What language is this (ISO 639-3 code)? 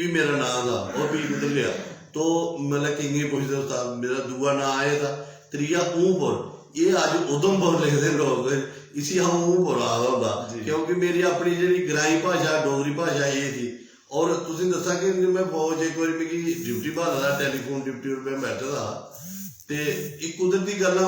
doi